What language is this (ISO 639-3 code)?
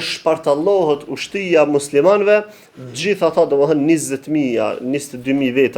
sqi